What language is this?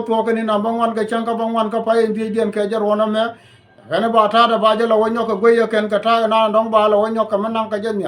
Nuer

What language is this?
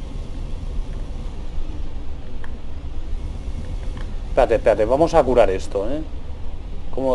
Spanish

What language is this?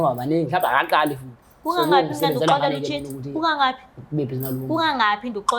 Zulu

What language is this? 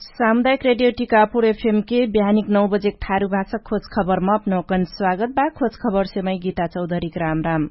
Dangaura Tharu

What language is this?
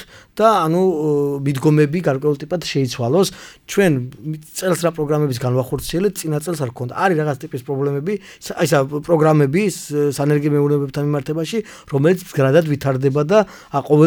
Georgian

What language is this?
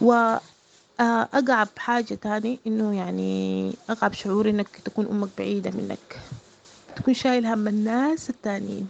Sudanese Arabic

